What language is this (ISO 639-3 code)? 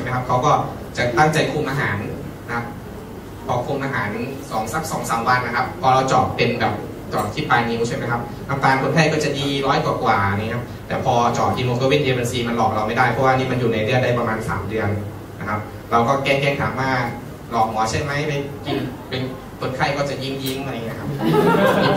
tha